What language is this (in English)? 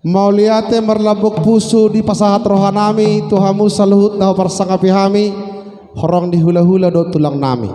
Batak Toba